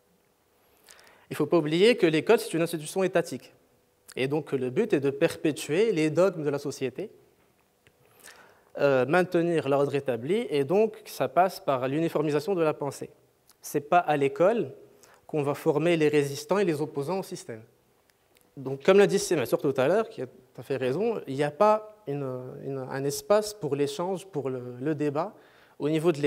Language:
French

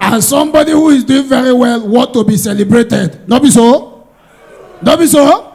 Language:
Nigerian Pidgin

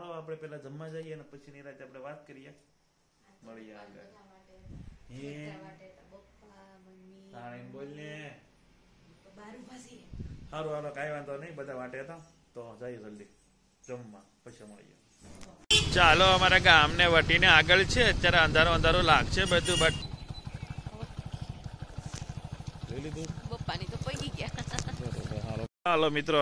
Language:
Gujarati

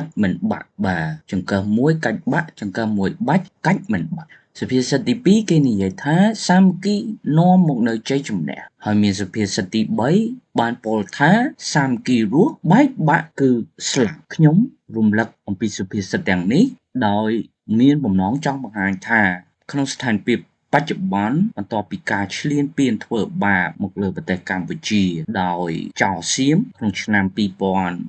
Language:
Khmer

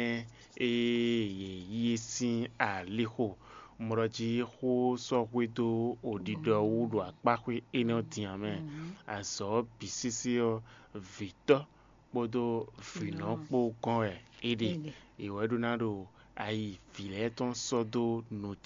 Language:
Fon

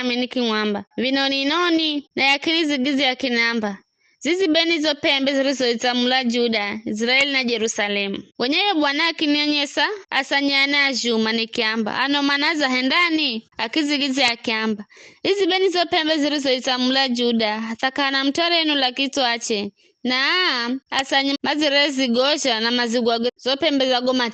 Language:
Giryama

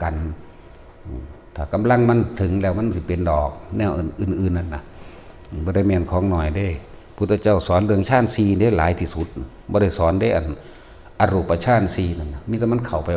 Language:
Northeastern Thai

